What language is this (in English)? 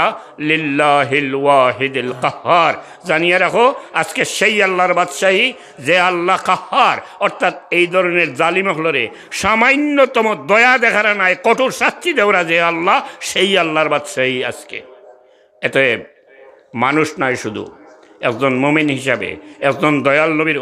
Sylheti